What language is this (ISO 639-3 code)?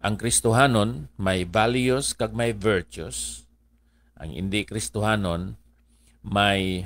hil